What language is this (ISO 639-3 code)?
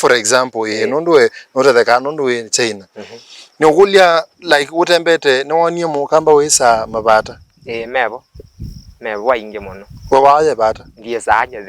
kam